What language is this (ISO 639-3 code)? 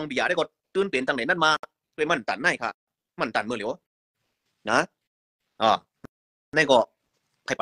shn